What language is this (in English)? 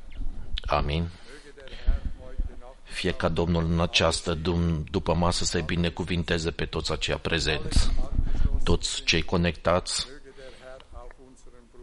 Romanian